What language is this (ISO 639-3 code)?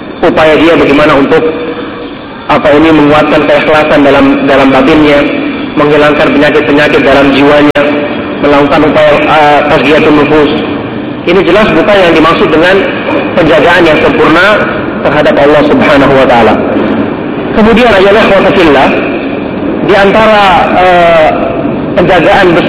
ind